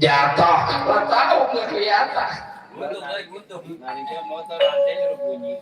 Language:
Betawi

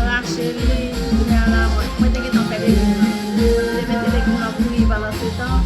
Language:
Haitian Creole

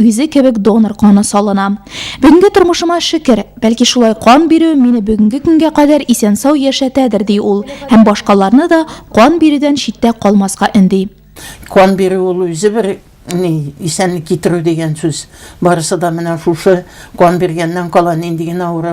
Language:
Tatar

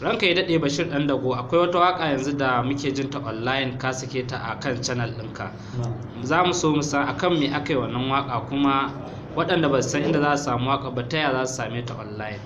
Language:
Hausa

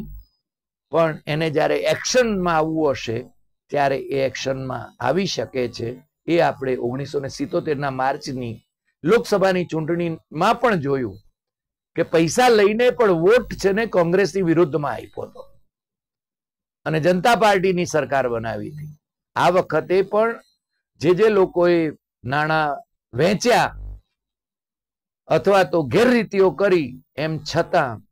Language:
Gujarati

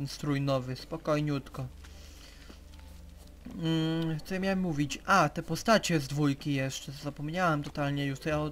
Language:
Polish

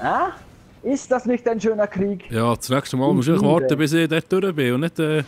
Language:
Swiss German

